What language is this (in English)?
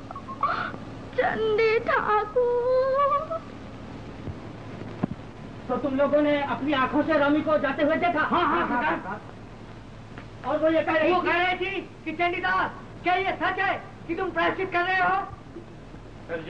Hindi